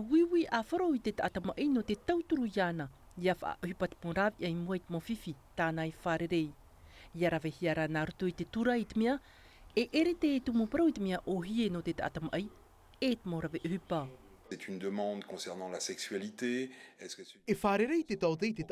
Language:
Tahitian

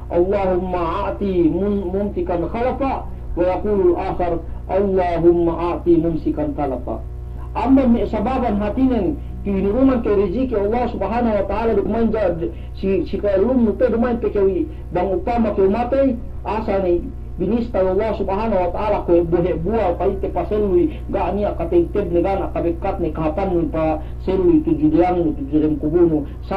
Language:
Yakan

